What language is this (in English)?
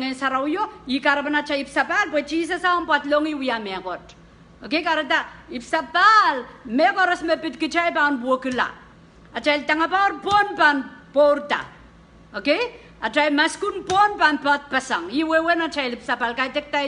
Pohnpeian